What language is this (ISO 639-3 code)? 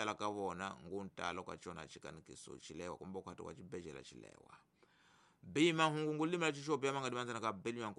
tso